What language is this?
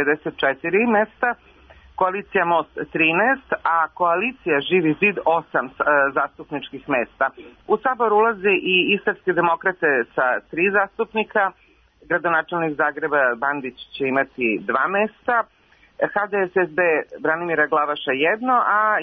Serbian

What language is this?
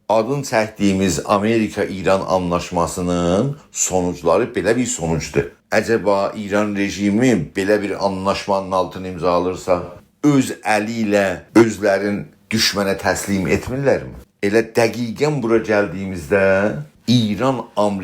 South Azerbaijani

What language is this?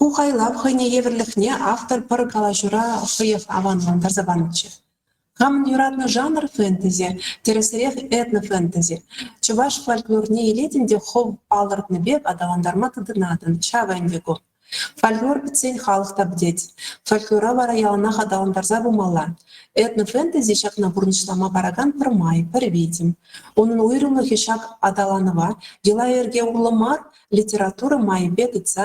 Chuvash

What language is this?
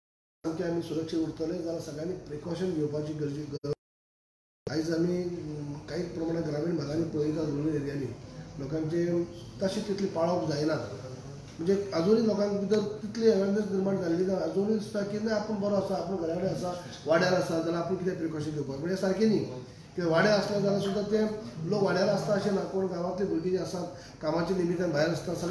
Konkani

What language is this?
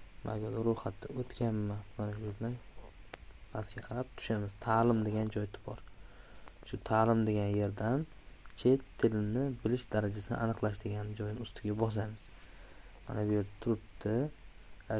Uzbek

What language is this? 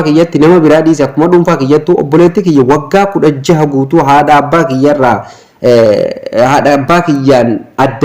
Oromo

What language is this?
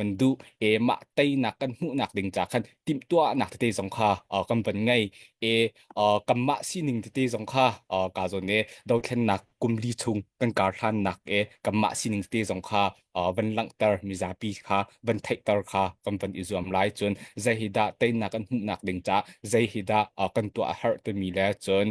Hakha Chin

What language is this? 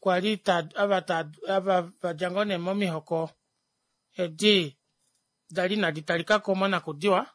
Kuanyama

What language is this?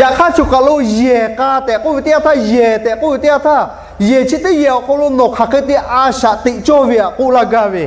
Lahu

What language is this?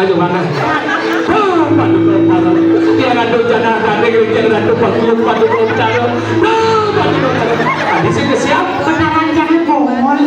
Balinese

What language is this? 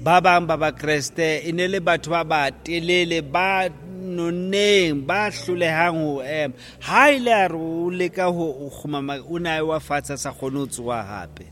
Southern Sotho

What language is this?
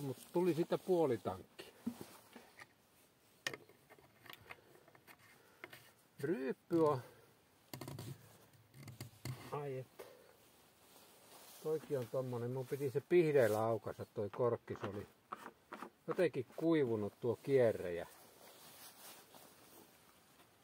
Finnish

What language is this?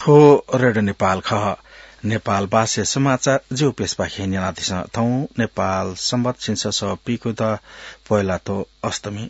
Newari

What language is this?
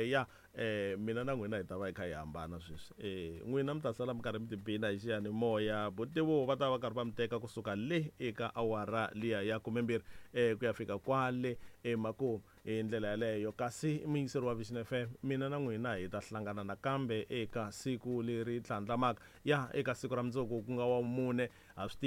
Tsonga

